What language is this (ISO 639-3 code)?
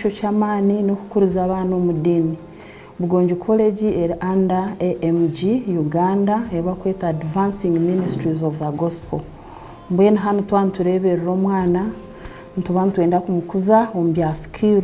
nyn